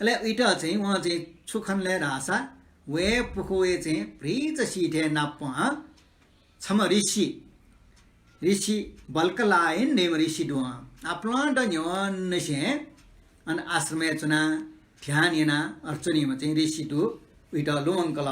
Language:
Newari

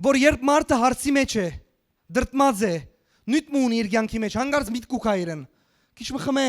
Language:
Western Armenian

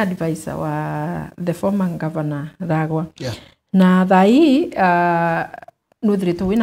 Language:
Meru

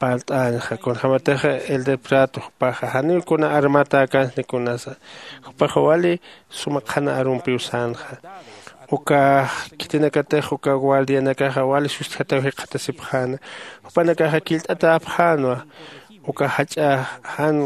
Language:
Aymara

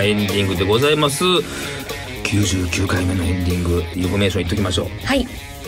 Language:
Japanese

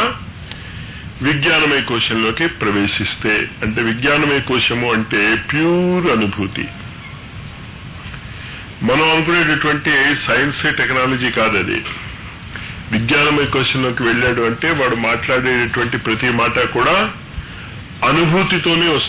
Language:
Telugu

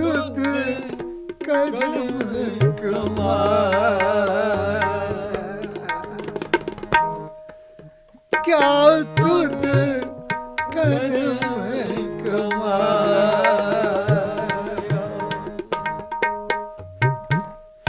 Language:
Punjabi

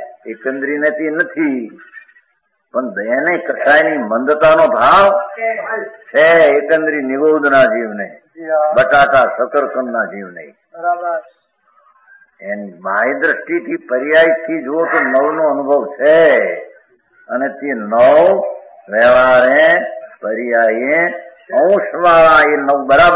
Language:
Gujarati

